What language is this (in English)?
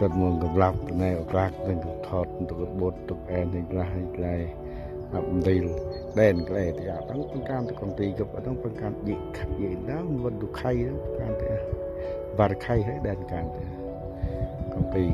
Central Mnong